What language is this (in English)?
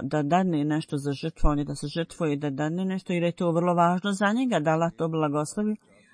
Bosnian